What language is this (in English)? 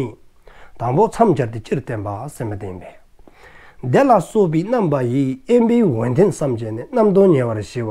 Dzongkha